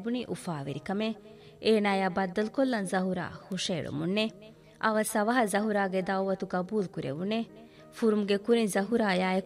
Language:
Divehi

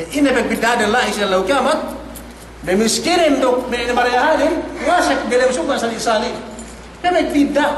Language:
Yakan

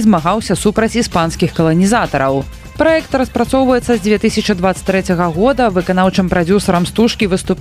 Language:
Belarusian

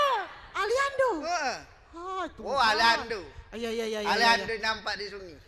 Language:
Musi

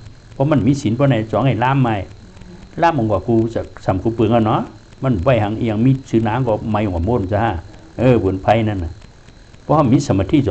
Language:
Shan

